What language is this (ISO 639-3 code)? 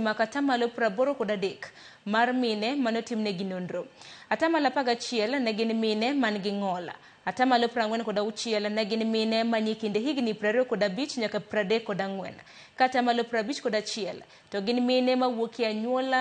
luo